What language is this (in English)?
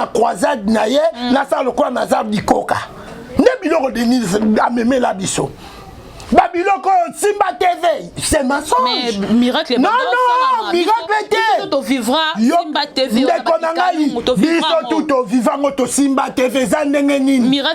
Lingala